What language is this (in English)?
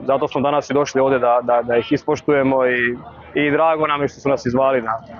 Serbian